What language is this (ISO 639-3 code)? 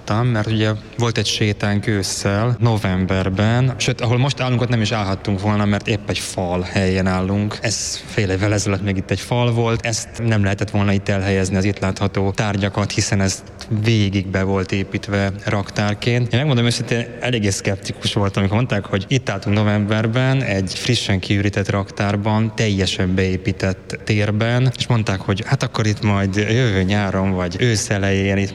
hun